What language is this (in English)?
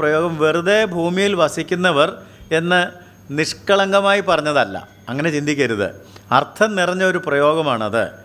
Malayalam